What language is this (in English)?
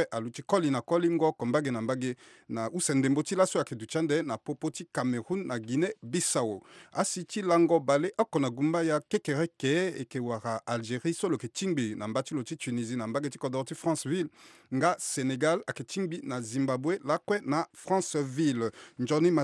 Sango